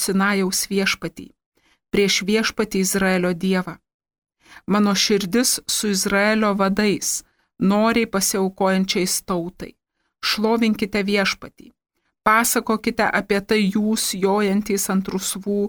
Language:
Lithuanian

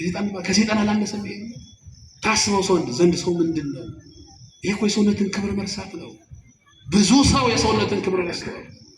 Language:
Amharic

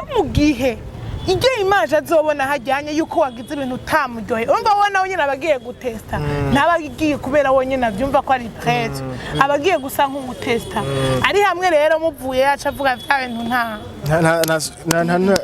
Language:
Rundi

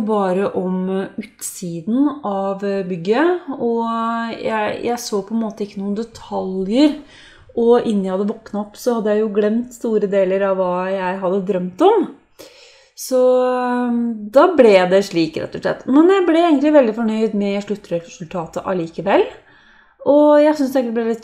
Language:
Norwegian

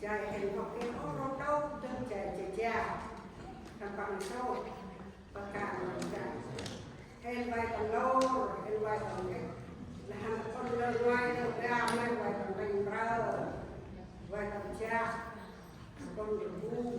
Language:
Central Mnong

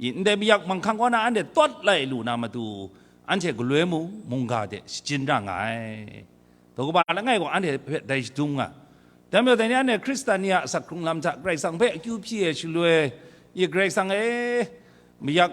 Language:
Kachin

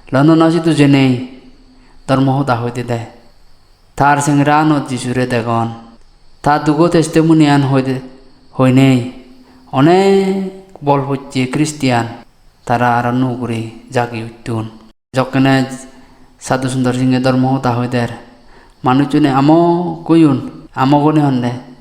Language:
Chakma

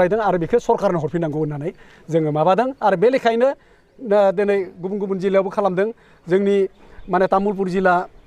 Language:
Bodo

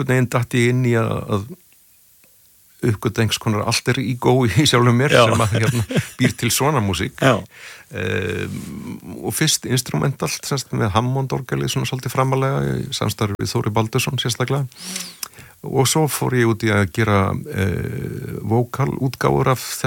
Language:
Icelandic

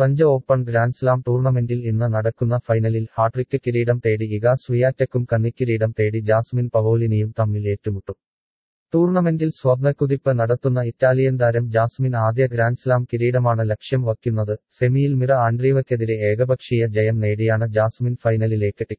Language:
Malayalam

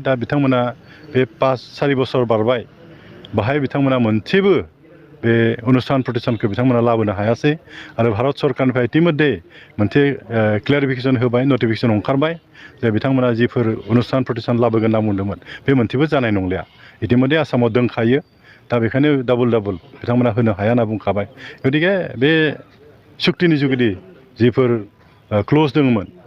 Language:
Bodo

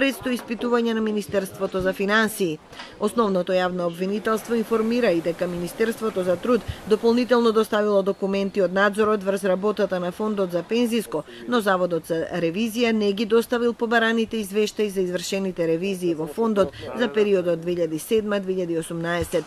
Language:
Macedonian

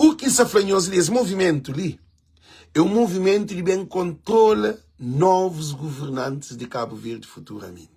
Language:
Kabuverdianu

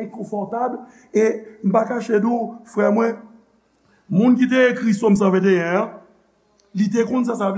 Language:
Haitian Creole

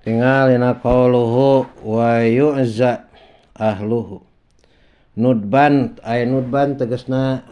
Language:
Sundanese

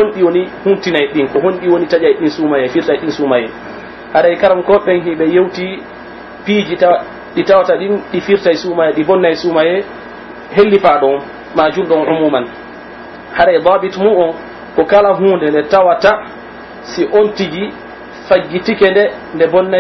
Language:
Pular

